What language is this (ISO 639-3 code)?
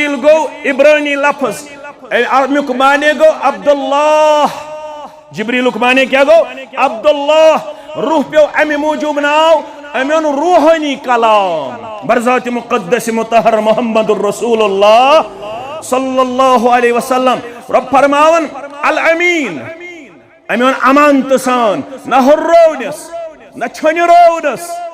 kas